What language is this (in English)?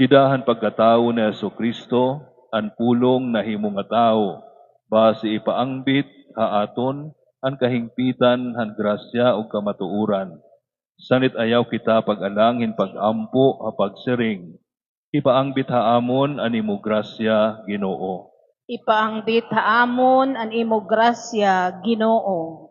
Waray